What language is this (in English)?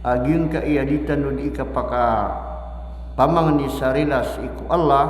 Maranao